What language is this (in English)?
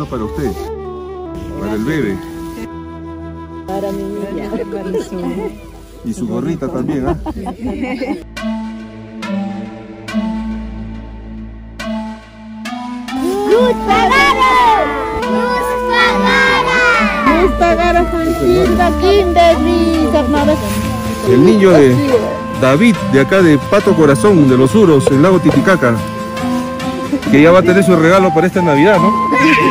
Spanish